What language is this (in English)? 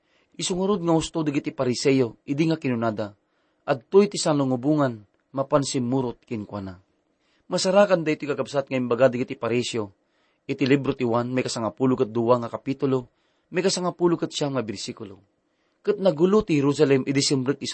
Iloko